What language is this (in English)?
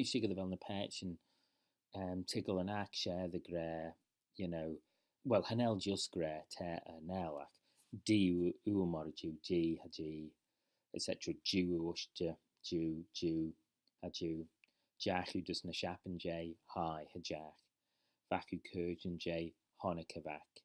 Manx